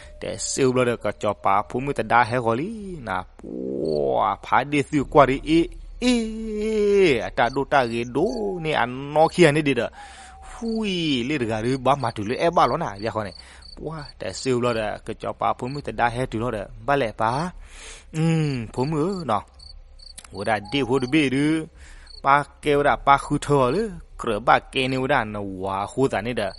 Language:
S'gaw Karen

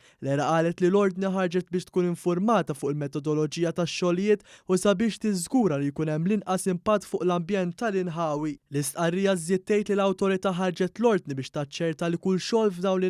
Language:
Maltese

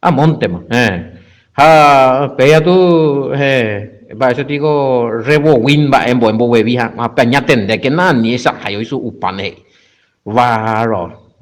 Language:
Guarani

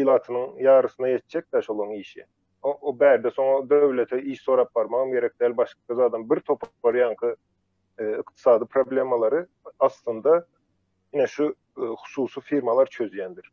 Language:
Turkmen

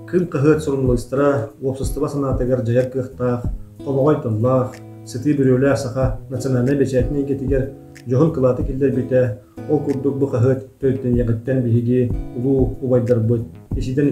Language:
Yakut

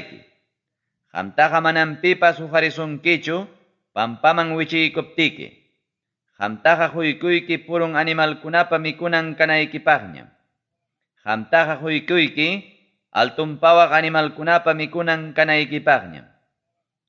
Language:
Ayacucho Quechua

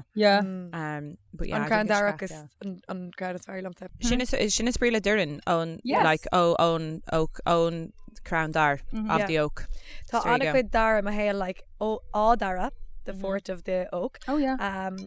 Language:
Irish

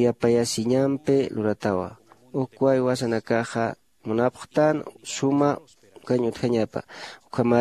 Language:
Aymara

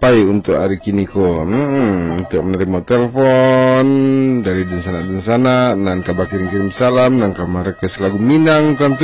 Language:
Minangkabau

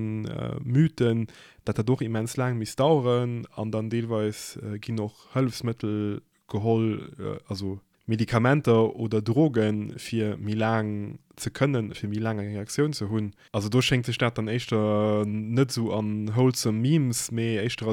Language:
Luxembourgish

